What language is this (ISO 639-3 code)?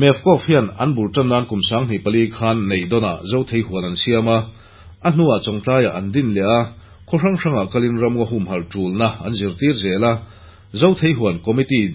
lus